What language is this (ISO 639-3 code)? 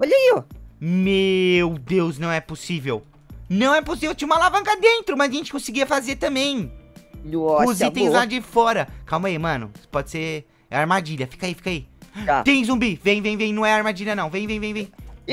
por